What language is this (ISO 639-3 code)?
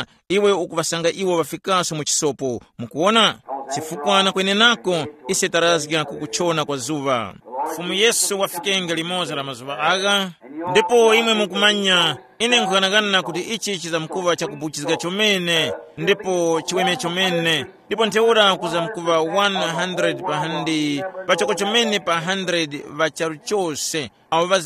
tum